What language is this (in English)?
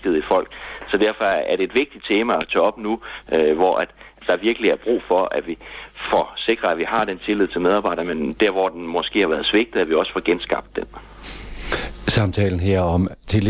Danish